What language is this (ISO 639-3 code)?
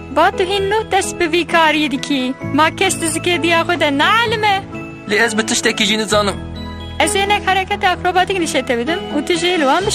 kur